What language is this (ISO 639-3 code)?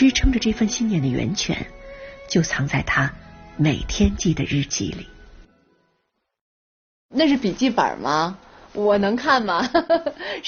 zho